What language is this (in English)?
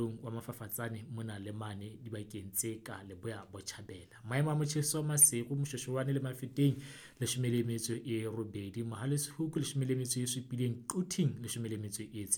Southern Sotho